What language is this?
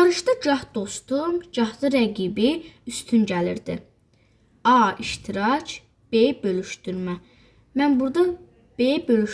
Azerbaijani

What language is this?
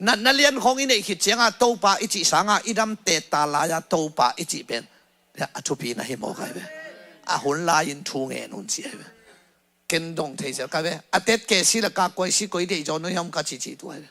Tedim Chin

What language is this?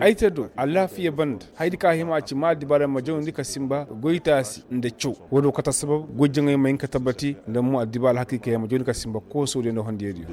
Koyraboro Senni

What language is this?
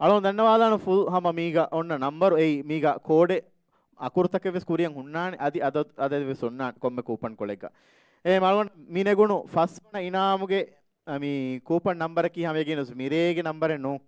Divehi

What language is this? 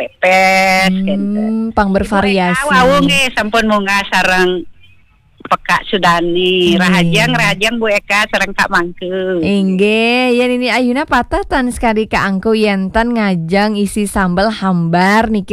Balinese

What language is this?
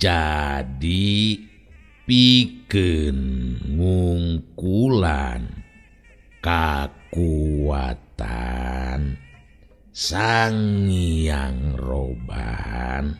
Sundanese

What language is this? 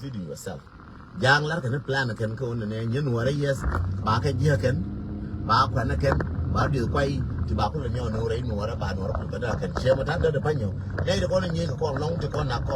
Nuer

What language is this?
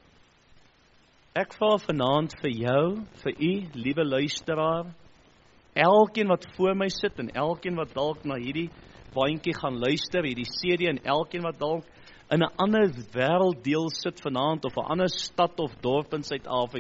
Afrikaans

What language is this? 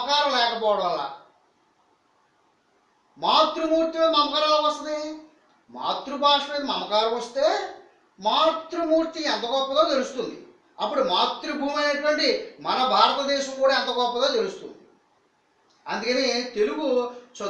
Telugu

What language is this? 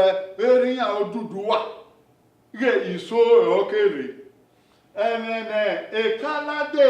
Bini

